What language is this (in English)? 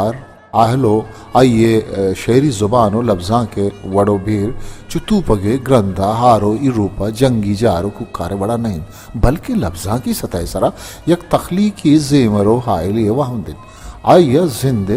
Baluchi